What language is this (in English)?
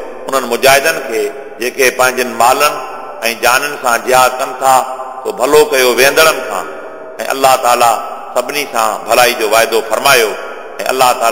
Sindhi